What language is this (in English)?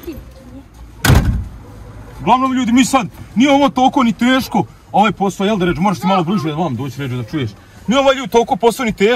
Croatian